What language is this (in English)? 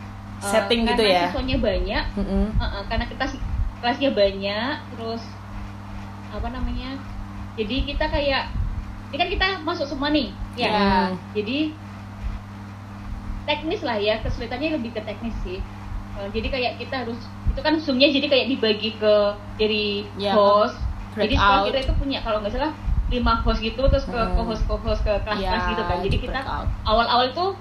Indonesian